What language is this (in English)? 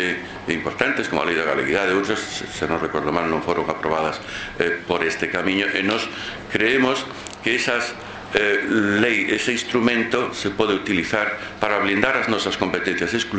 Galician